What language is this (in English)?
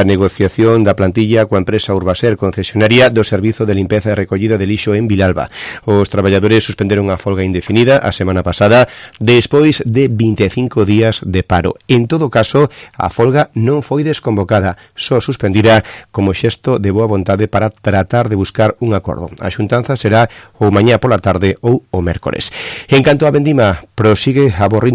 Galician